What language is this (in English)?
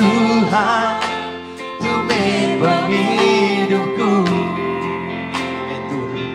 Iban